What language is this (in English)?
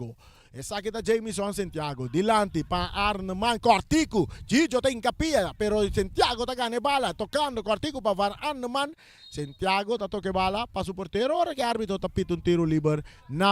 Papiamento